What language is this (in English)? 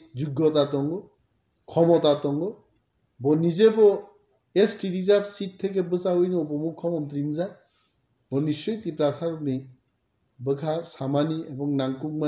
Kok Borok